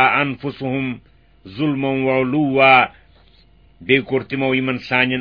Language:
Kashmiri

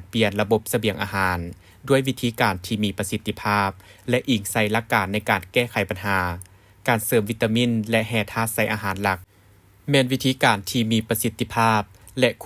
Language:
Lao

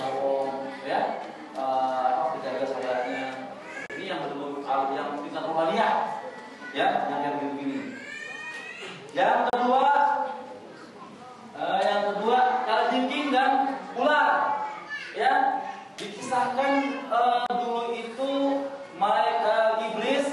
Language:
Indonesian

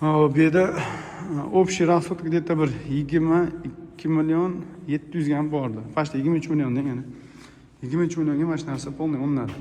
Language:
Uzbek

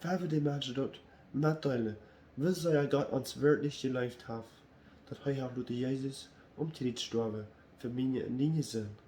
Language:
Plautdietsch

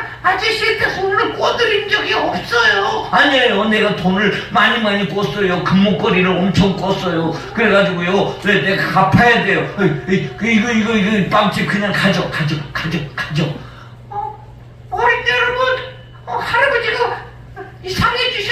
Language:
Korean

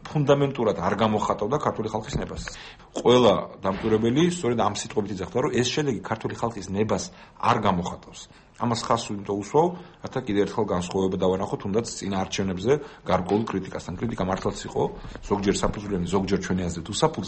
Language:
Georgian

